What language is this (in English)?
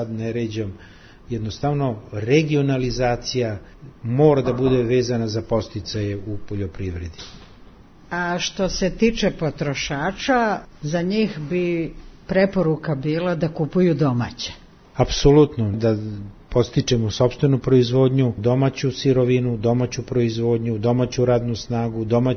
Serbian